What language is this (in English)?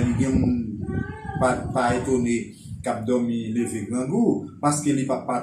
Haitian Creole